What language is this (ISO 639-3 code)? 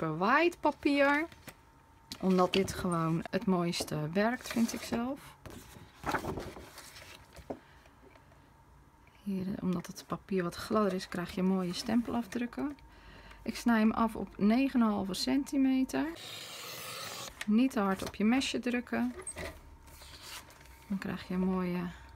nld